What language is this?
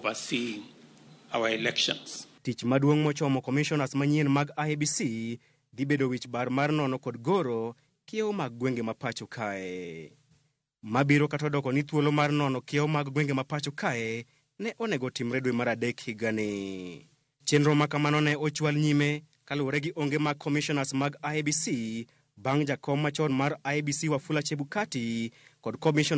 Luo (Kenya and Tanzania)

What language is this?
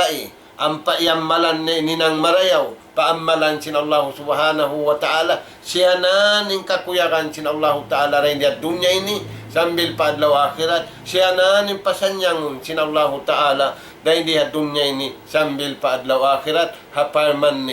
Tausug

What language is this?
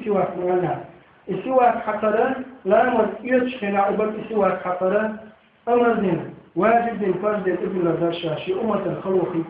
Chechen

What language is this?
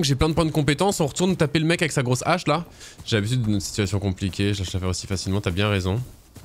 French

